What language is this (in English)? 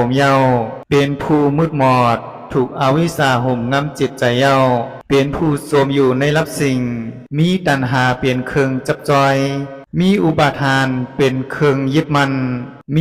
Shan